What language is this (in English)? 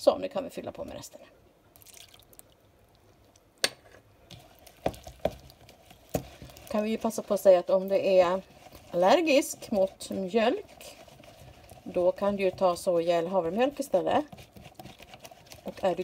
Swedish